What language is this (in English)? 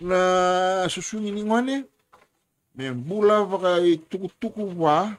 Fijian